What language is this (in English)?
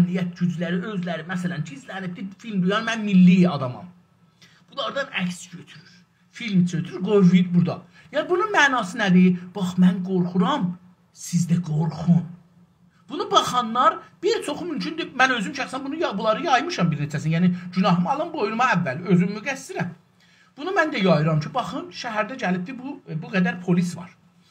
South Azerbaijani